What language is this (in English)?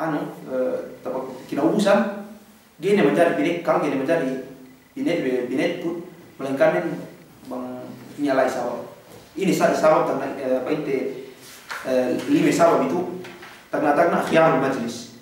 Yakan